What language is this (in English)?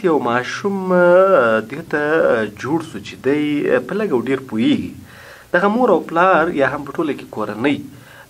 Pashto